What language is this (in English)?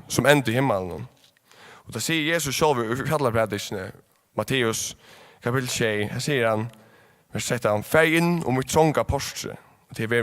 Faroese